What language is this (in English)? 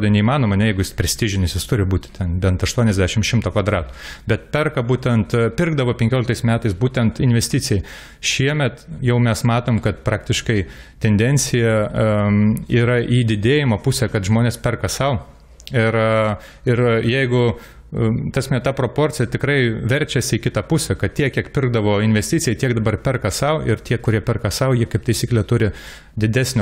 Lithuanian